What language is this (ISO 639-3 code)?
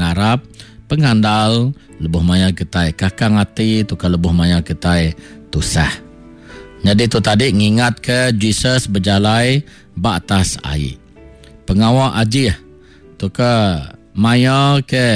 iba